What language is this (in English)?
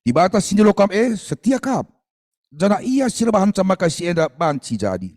Batak Karo